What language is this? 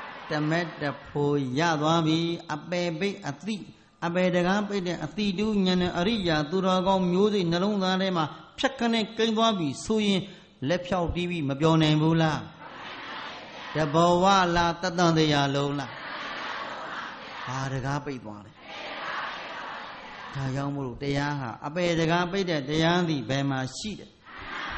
Burmese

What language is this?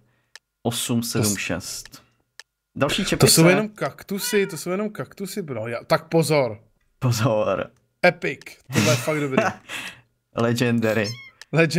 Czech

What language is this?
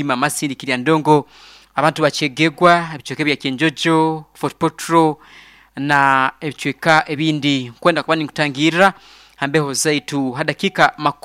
Nyoro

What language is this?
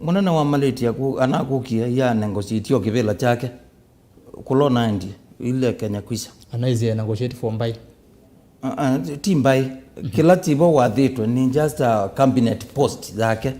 Kamba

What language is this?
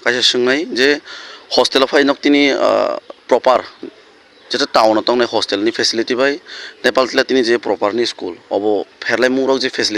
Kok Borok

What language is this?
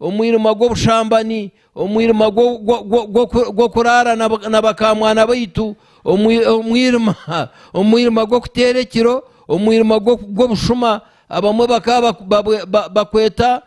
Nyankole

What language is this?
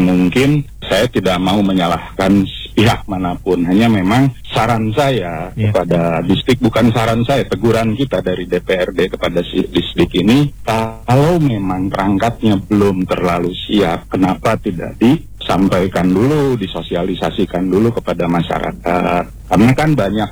Indonesian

